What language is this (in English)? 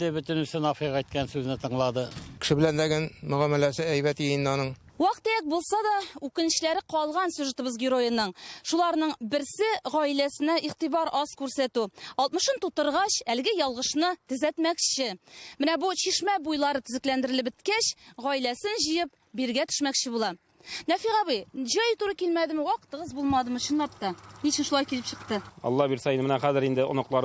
Tatar